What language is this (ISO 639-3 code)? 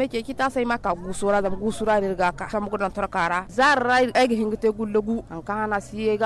dje